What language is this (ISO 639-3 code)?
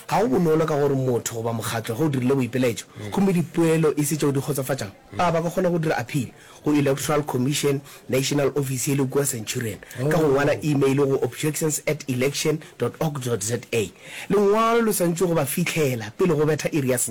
nso